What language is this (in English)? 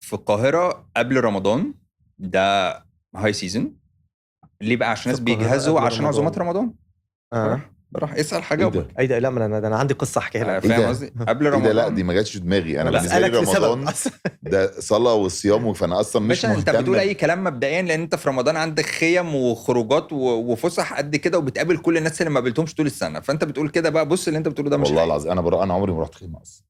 Egyptian Arabic